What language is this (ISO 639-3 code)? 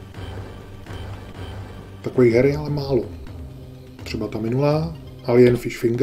ces